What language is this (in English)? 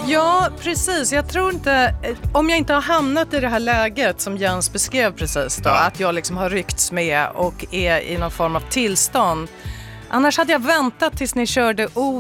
Swedish